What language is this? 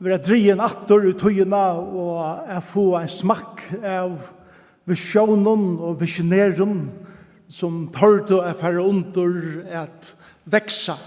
Faroese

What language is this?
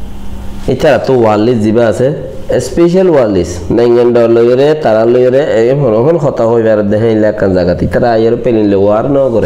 Rohingya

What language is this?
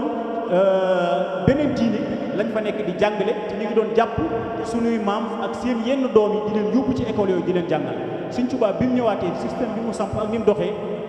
Wolof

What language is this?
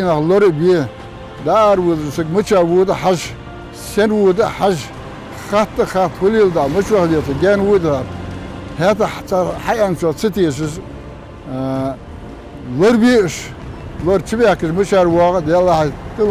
Ingush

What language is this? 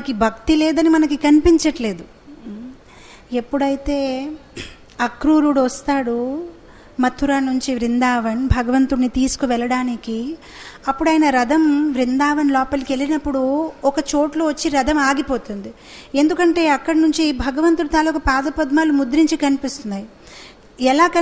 Telugu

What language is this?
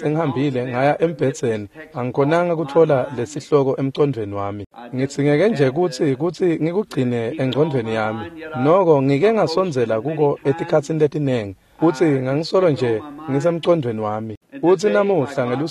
Swati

